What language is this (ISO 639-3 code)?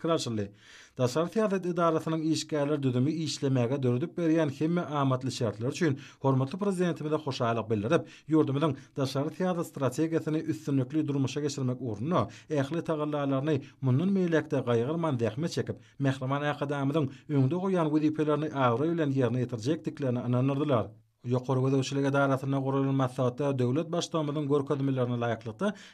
tuk